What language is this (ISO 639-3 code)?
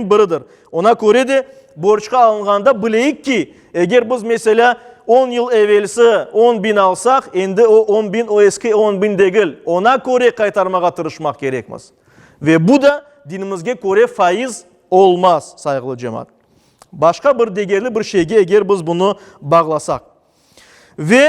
crh